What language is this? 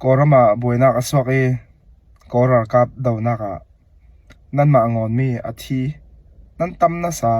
Hakha Chin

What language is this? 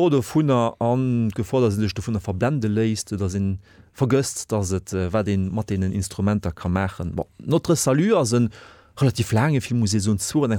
Luxembourgish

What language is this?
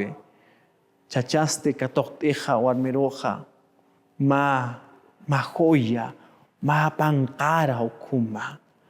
Aymara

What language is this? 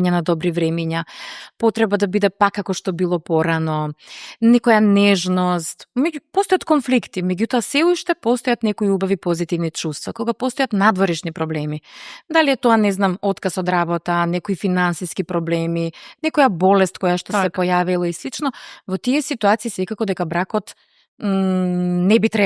Macedonian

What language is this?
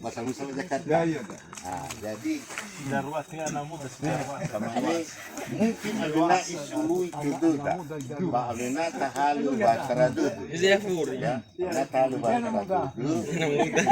Nias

